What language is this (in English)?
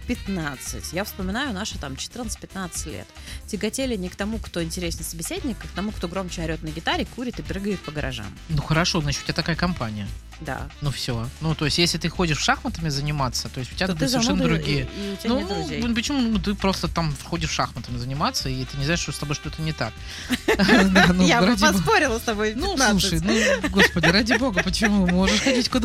Russian